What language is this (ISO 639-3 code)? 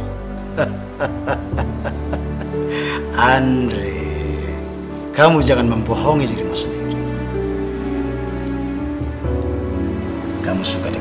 ind